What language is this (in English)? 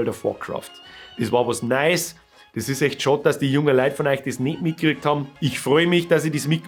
Bavarian